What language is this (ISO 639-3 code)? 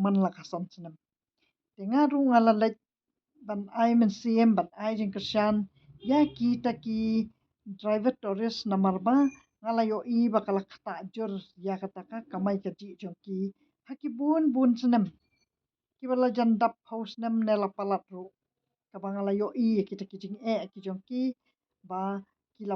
kha